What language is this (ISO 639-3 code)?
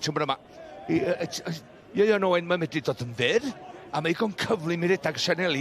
cym